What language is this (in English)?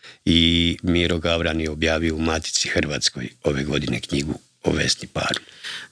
Croatian